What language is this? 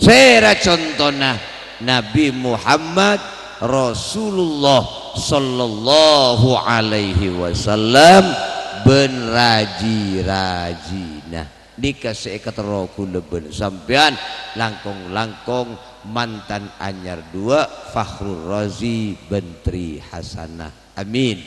Madurese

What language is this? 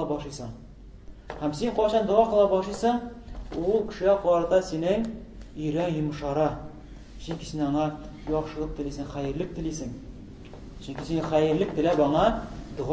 Tatar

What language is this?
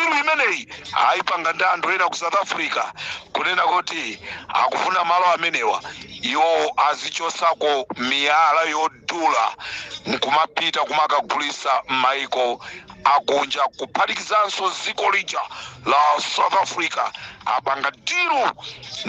Nyanja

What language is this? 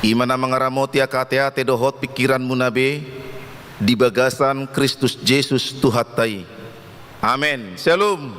Batak Toba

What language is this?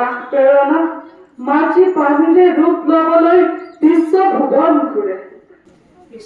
Assamese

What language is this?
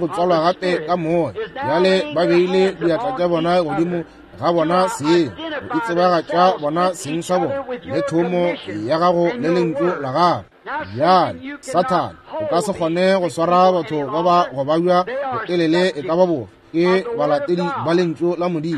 Northern Sotho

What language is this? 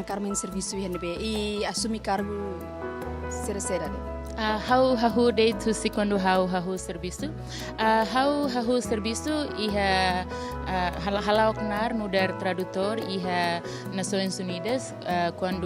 Tetum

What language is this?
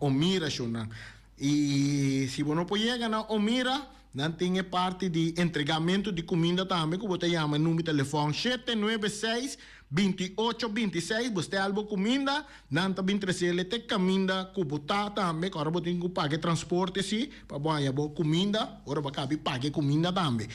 Papiamento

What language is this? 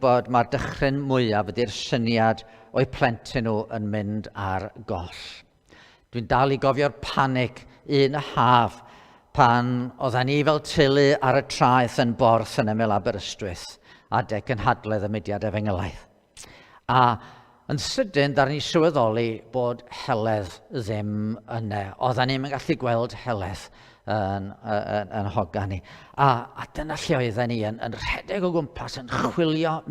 Welsh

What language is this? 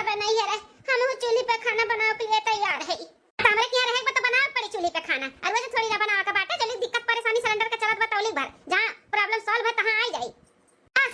Awadhi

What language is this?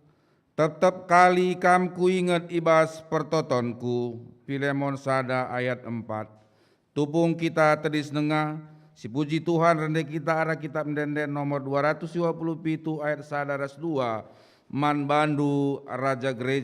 Batak Karo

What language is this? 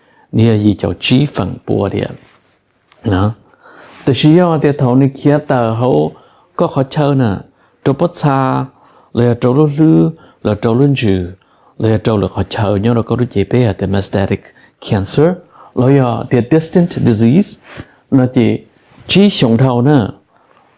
Hmong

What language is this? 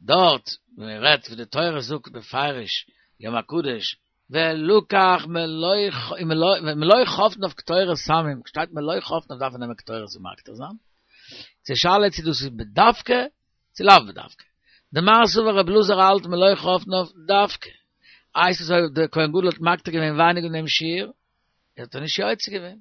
Yiddish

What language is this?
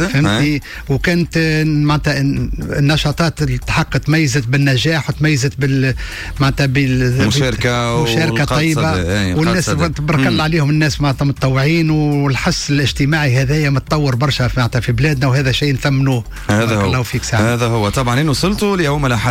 Tunisian Arabic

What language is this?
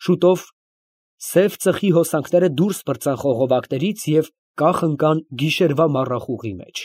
Armenian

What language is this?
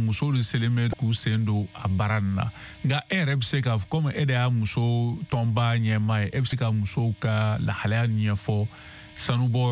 Bambara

